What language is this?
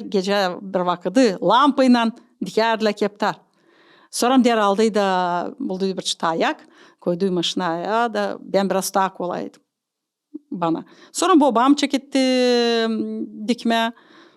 Gagauz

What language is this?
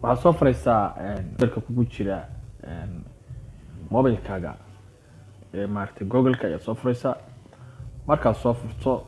Somali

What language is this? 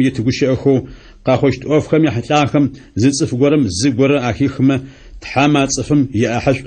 Adyghe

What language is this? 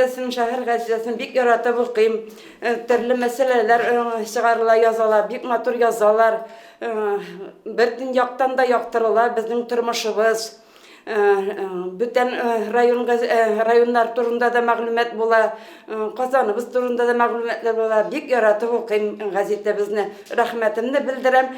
Tatar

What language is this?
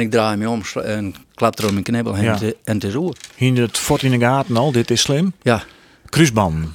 Western Frisian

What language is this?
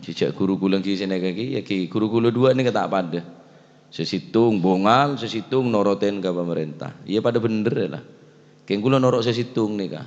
Madurese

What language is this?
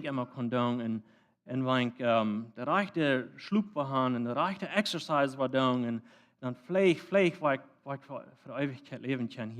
Plautdietsch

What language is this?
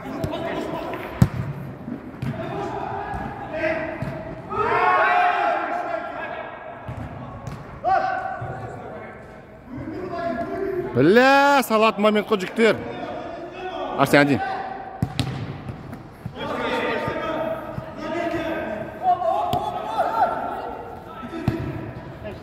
Kazakh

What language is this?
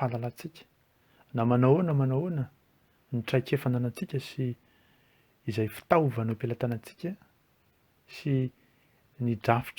Malagasy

